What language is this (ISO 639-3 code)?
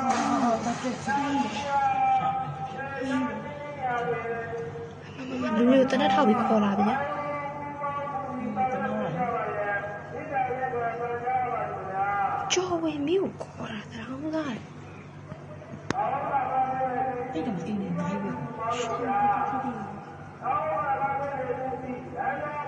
mya